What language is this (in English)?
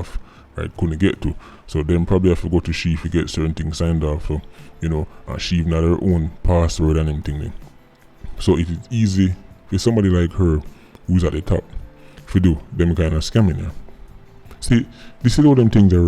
Jamaican Creole English